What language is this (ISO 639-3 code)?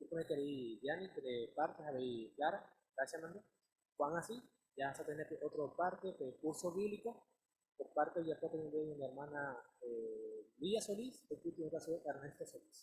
grn